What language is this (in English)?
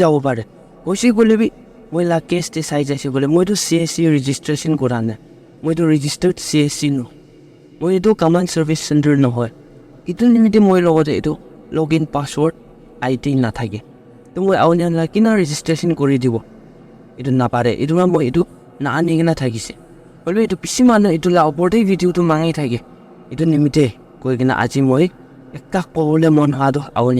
Naga Pidgin